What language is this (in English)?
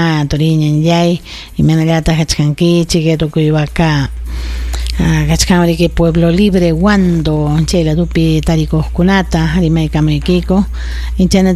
Ayacucho Quechua